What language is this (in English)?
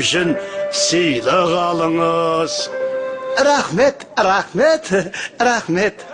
Kazakh